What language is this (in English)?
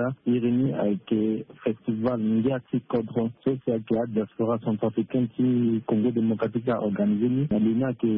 Sango